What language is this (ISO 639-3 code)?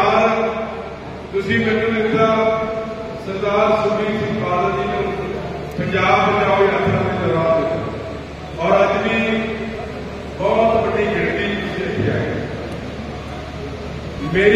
pan